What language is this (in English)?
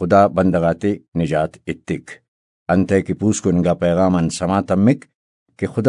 Brahui